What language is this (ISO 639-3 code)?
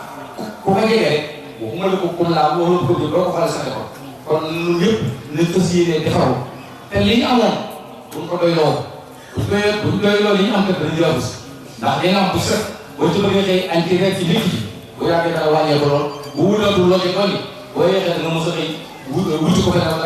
wol